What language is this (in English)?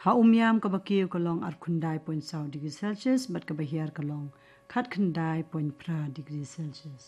Khasi